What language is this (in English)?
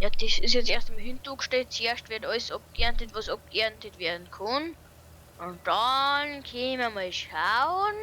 Bavarian